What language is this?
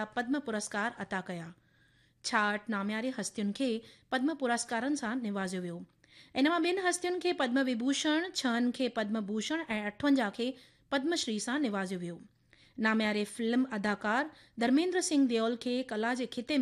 Sindhi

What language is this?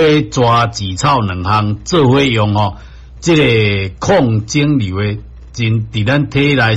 Min Nan Chinese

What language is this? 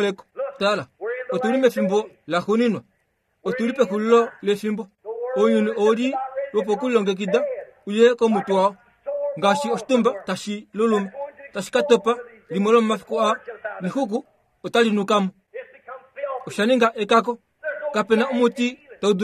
Kuanyama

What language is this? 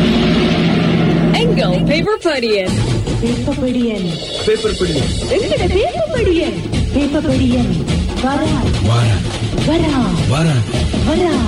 Tamil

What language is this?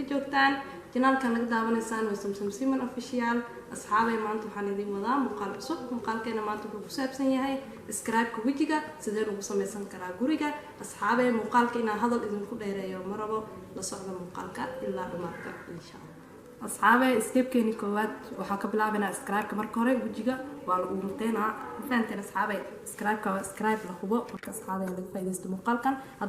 Somali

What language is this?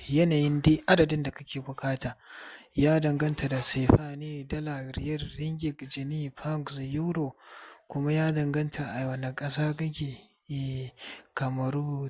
Hausa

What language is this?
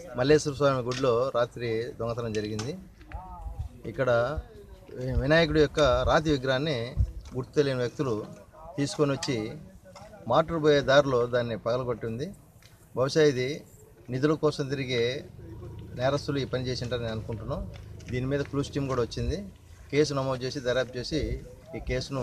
Telugu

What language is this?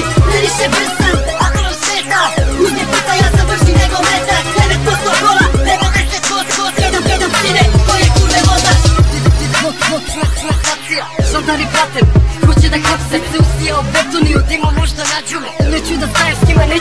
Serbian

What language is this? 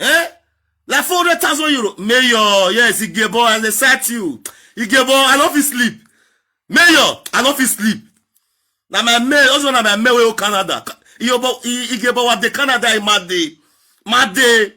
Nigerian Pidgin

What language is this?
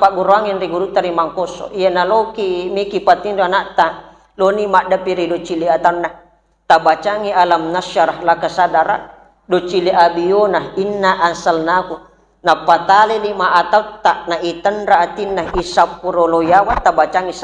Buginese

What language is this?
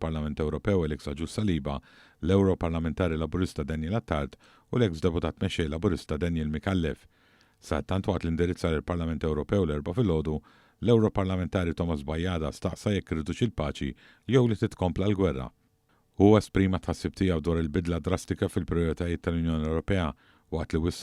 Maltese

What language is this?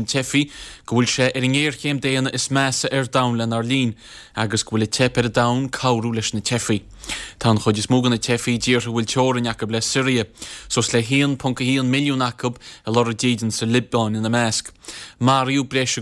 Irish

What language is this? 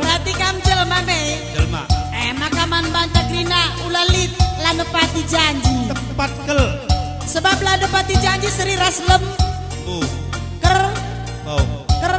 Batak Karo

